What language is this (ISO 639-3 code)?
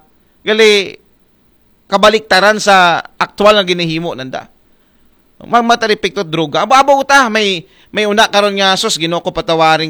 akl